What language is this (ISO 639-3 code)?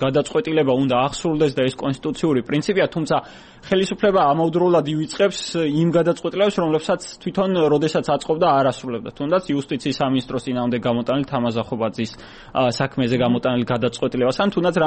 kat